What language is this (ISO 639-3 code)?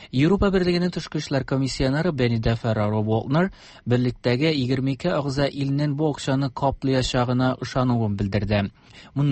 tat